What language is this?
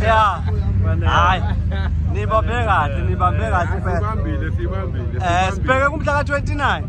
Zulu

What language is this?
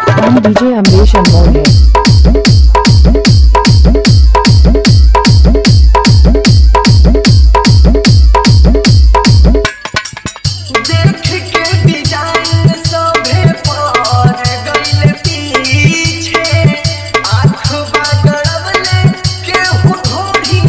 Bhojpuri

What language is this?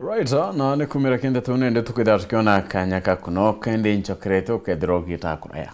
Meru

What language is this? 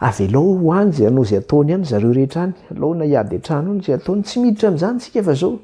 Malagasy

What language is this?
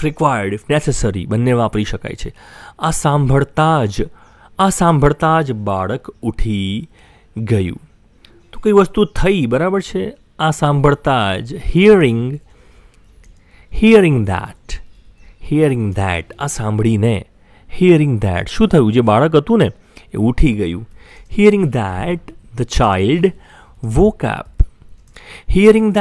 Gujarati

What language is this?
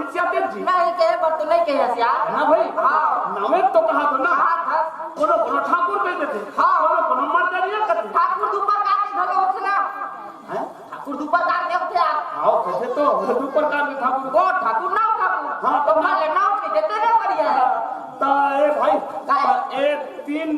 Chhattisgarhi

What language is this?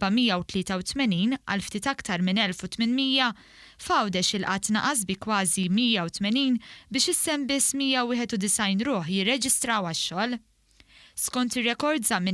Maltese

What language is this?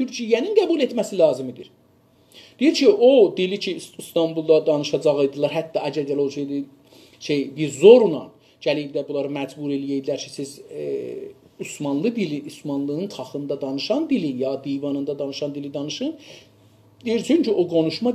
South Azerbaijani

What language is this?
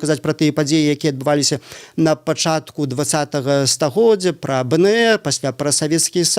Belarusian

